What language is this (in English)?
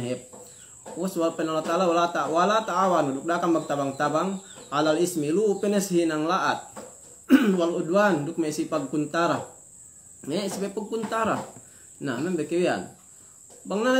Yakan